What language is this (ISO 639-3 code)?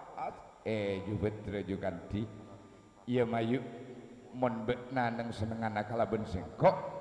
mad